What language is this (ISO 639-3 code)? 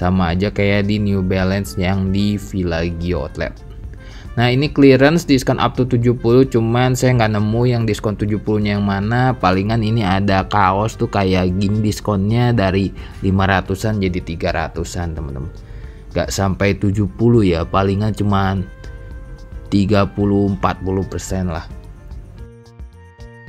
ind